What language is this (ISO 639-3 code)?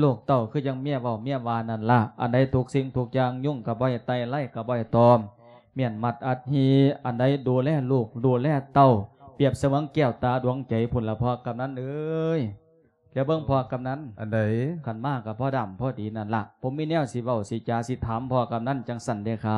lao